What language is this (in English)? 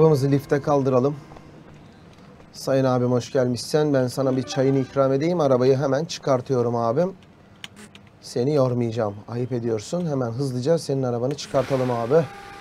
Turkish